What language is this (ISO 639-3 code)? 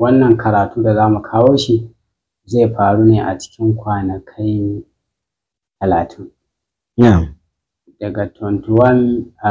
hau